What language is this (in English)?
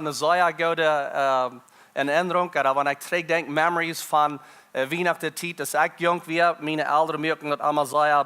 Plautdietsch